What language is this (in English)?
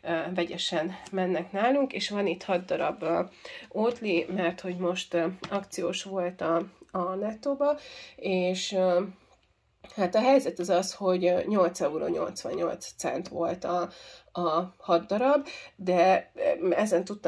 Hungarian